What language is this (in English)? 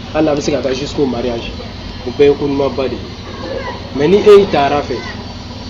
Bambara